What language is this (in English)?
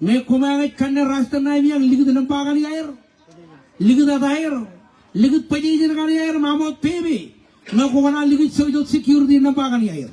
Marshallese